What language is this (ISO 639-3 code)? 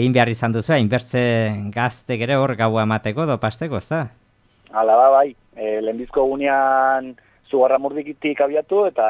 eus